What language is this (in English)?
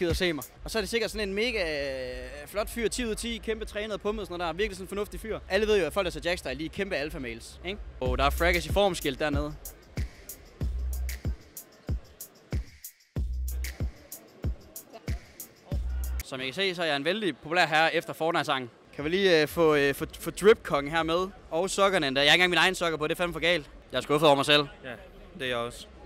Danish